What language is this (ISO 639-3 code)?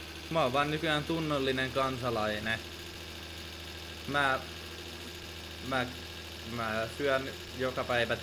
fin